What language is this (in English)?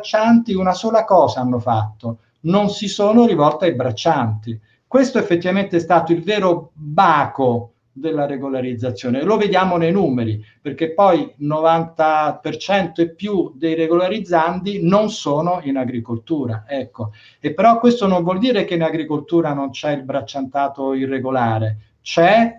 Italian